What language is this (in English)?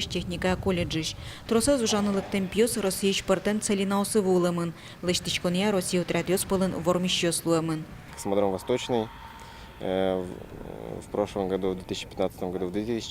Udmurt